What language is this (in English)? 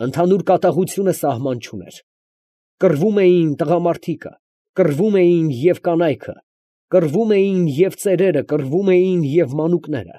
Armenian